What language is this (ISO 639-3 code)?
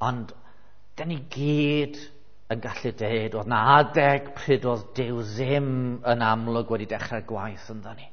cym